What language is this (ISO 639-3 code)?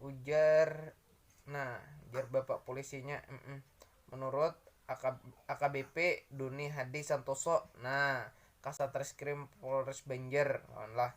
bjn